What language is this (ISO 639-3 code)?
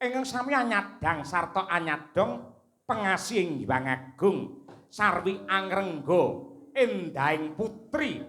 jav